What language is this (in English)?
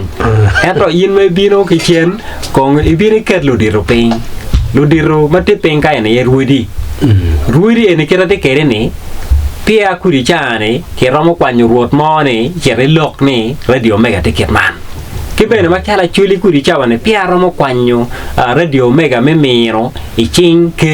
Acoli